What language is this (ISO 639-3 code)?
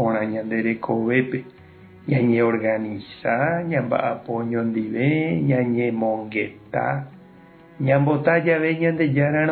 grn